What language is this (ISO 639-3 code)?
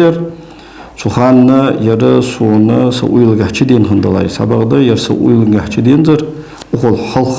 inh